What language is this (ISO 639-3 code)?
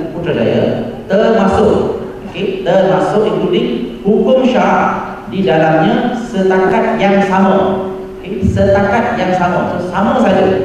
msa